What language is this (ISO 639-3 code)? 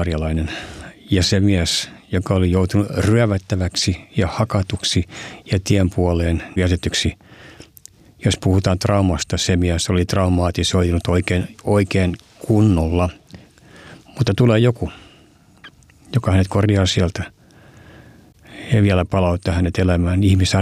fin